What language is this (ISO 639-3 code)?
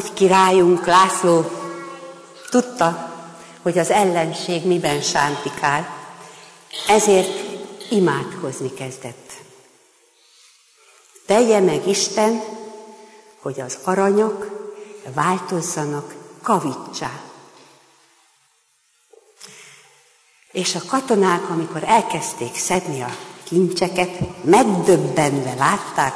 hun